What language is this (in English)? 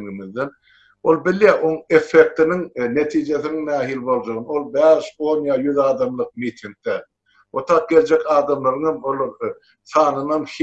Turkmen